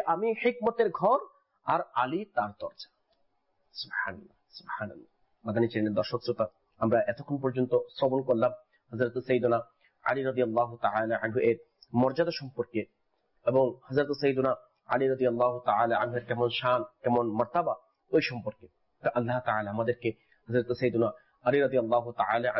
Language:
Bangla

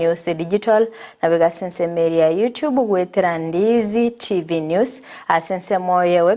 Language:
Gusii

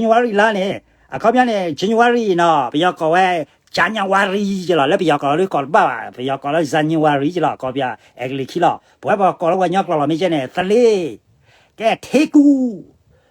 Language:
S'gaw Karen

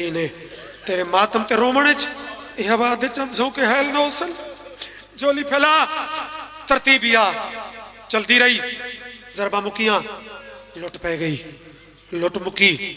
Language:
Pahari-Potwari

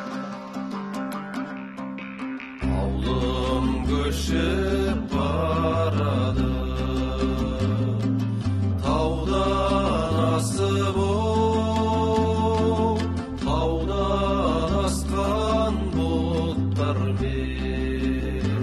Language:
Kazakh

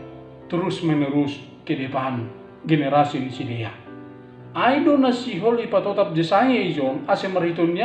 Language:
Batak Simalungun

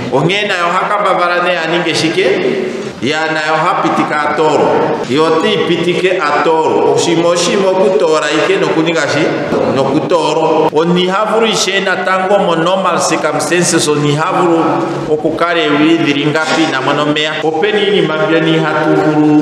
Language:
Ndonga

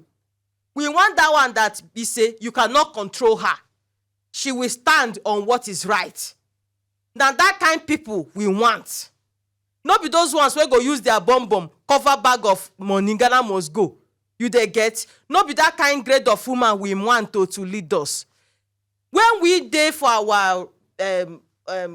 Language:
Nigerian Pidgin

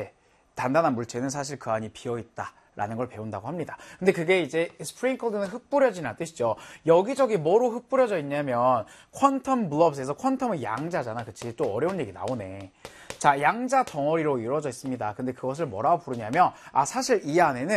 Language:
Korean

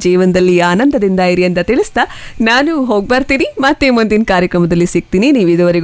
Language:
Kannada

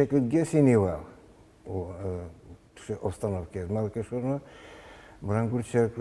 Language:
Udmurt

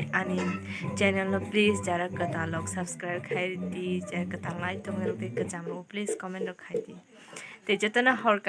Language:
Kok Borok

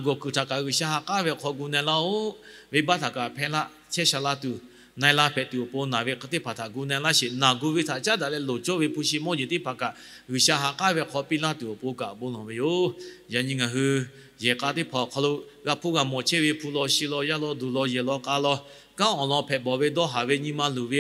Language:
Lahu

